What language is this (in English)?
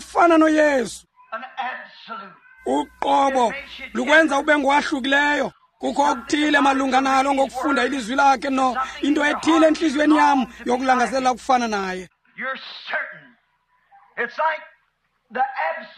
Xhosa